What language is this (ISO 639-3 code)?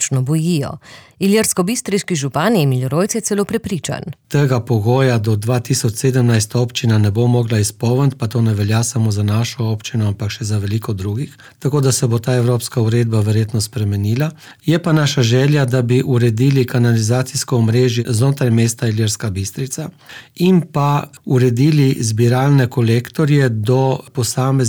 slv